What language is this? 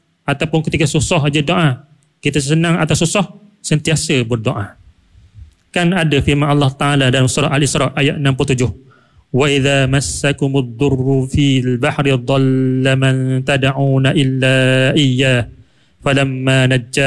Malay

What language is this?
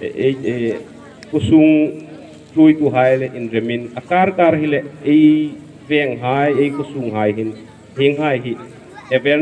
Hmar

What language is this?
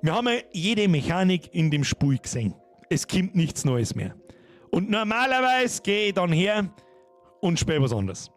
Bavarian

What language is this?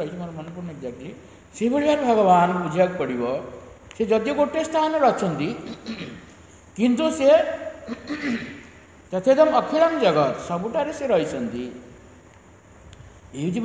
Odia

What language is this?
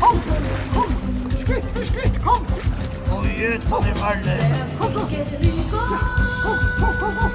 Faroese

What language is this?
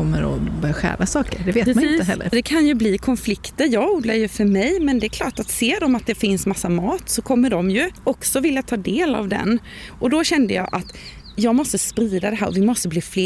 Swedish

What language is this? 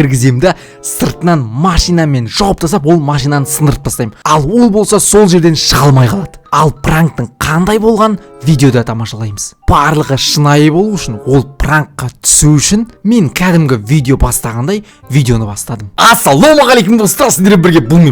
Kazakh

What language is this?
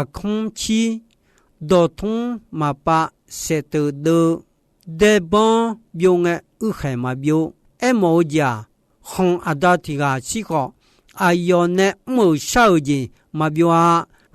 Akha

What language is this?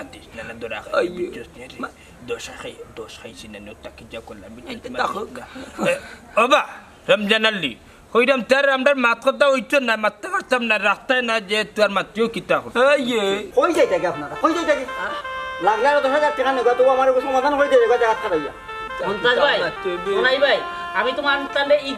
Sylheti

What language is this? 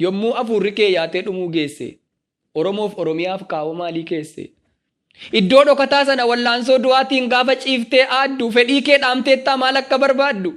Oromo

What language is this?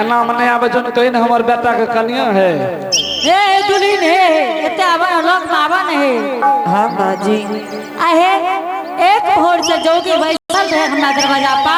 Angika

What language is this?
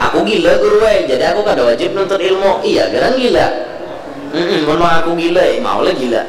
Banjar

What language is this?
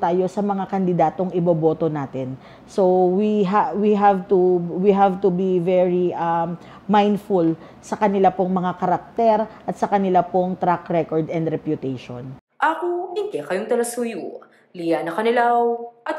Pampanga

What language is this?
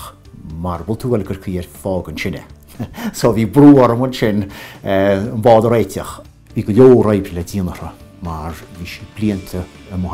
Irish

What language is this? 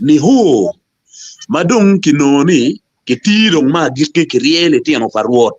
Acoli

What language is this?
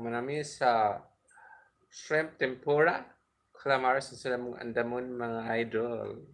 Cebuano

